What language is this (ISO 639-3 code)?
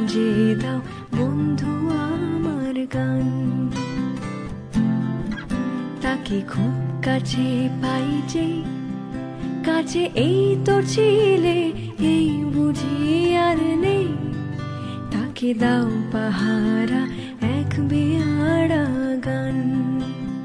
ben